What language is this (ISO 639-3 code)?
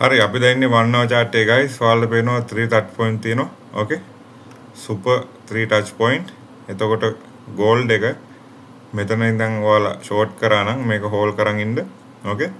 sin